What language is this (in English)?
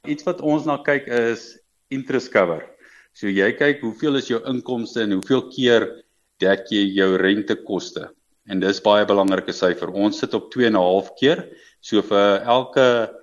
Afrikaans